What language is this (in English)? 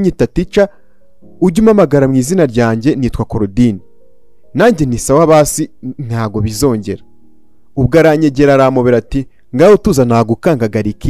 Kinyarwanda